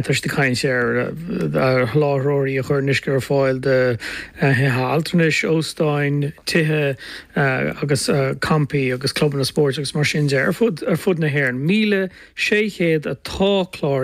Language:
Irish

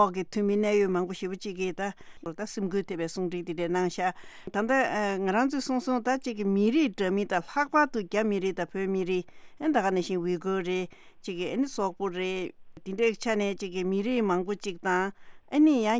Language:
Tibetan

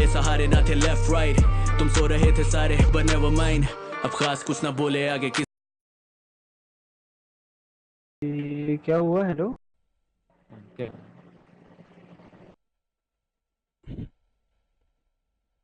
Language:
Hindi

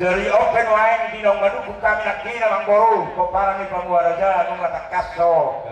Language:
Batak Toba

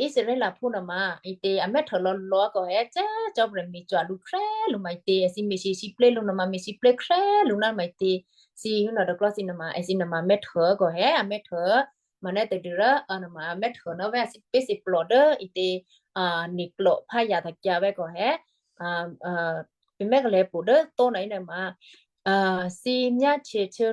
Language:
Western Kayah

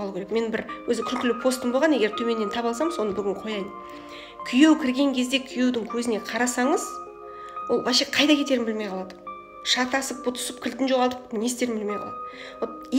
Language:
Kazakh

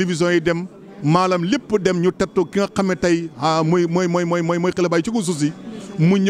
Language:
Wolof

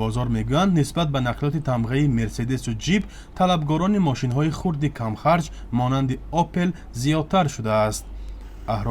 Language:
Tajik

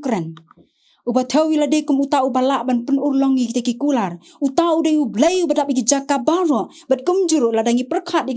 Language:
Khasi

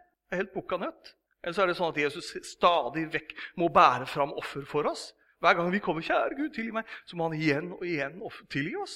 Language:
Norwegian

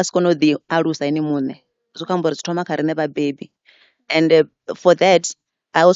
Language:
Venda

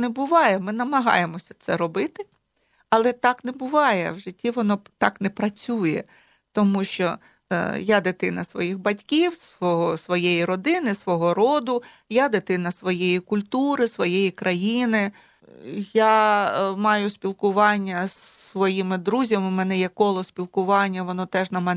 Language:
Ukrainian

